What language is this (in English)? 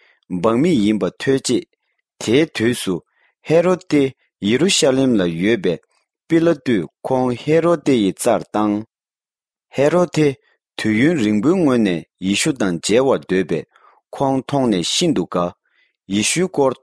Tibetan